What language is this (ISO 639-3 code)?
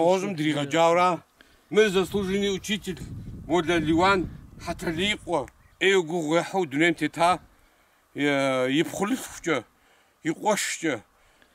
kbd